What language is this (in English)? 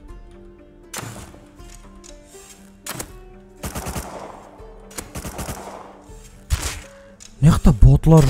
Kazakh